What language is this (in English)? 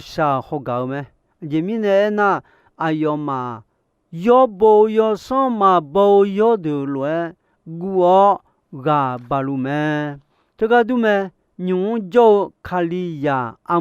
Akha